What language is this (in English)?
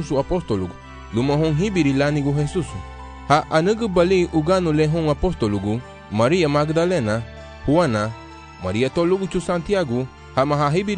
Garifuna